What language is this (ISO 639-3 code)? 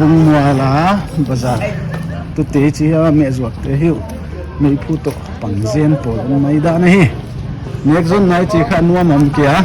pck